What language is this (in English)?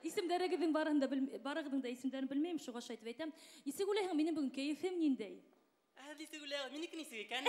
Bashkir